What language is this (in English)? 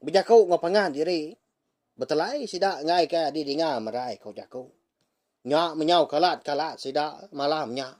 Iban